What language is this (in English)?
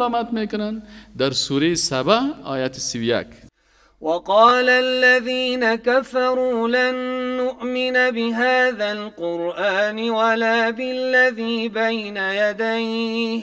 Persian